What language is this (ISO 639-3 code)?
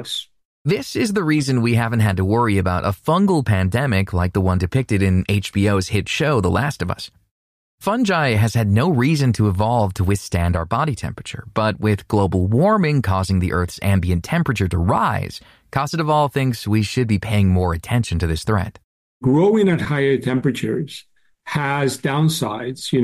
eng